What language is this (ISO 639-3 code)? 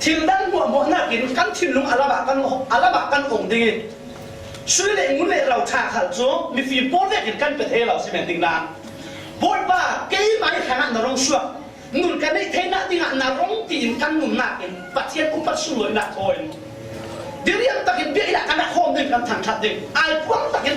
cfm